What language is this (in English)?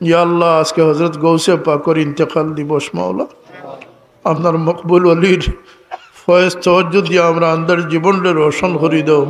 Sylheti